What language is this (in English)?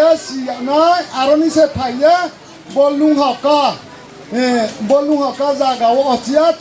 Riang (India)